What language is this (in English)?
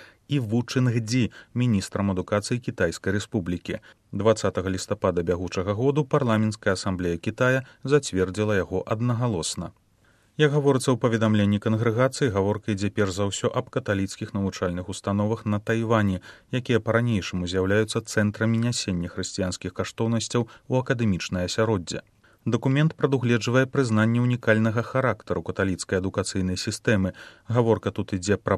Belarusian